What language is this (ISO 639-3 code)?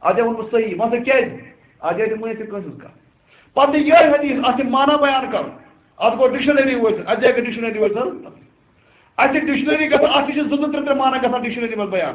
kas